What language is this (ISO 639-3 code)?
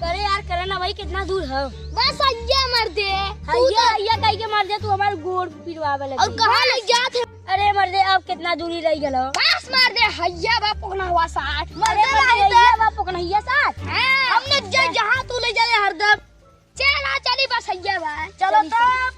awa